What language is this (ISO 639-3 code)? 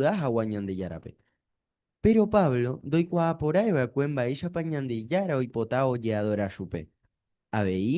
grn